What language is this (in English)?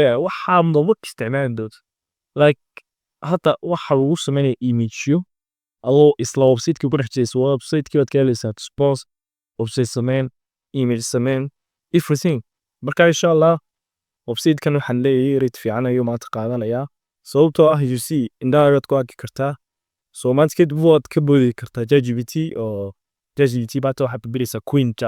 Somali